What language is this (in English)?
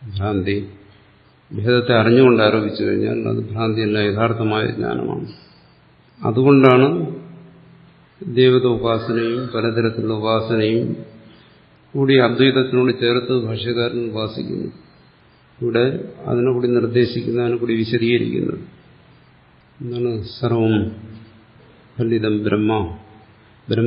Malayalam